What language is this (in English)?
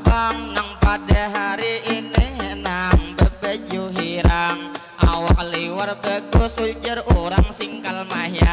Banjar